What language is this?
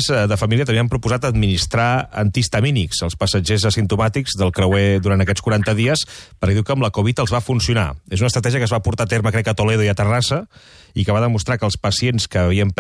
Catalan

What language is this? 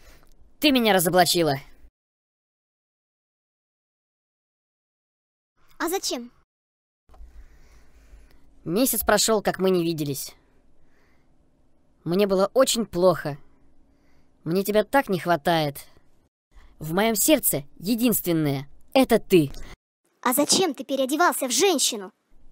Russian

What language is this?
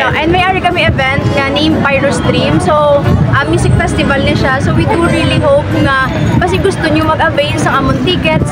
Hiligaynon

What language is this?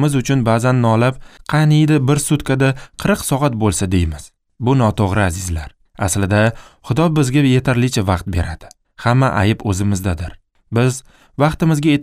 Uzbek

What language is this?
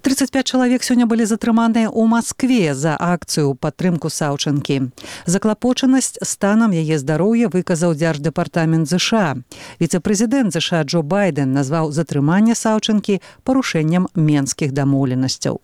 Belarusian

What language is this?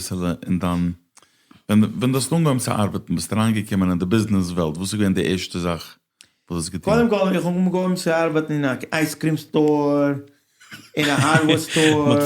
Yiddish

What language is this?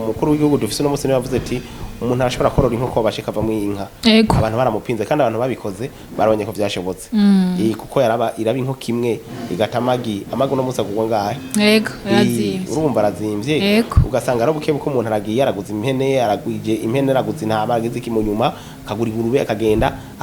Rundi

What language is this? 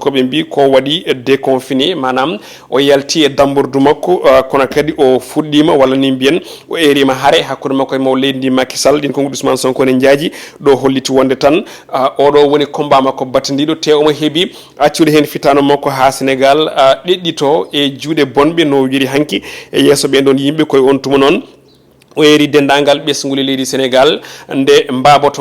Fula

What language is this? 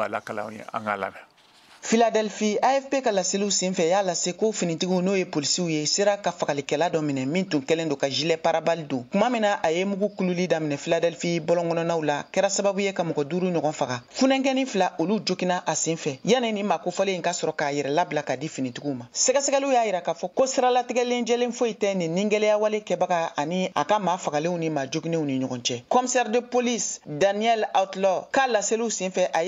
Bambara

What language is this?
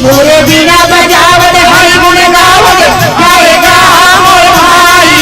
Chhattisgarhi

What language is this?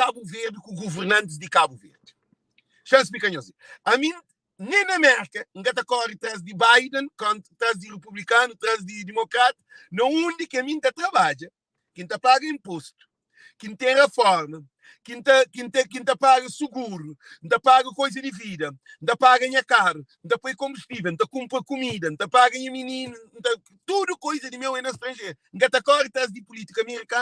Kabuverdianu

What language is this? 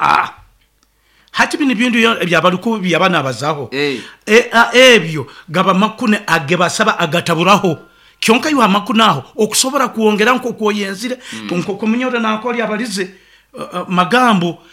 Nyoro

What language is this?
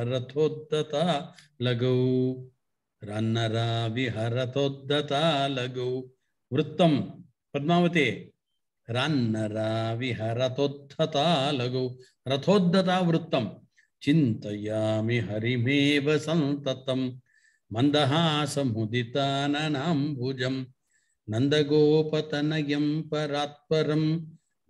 Sanskrit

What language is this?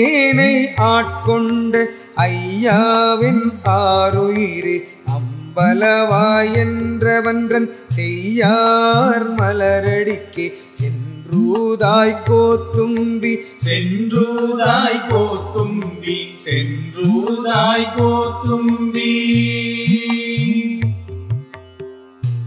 Tamil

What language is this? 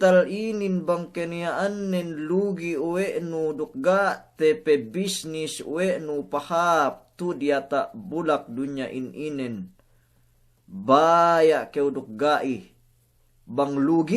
Yakan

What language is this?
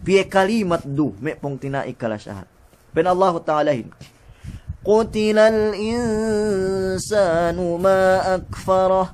Yakan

